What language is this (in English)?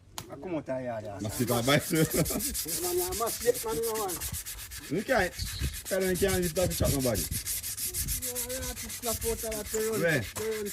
Jamaican Creole English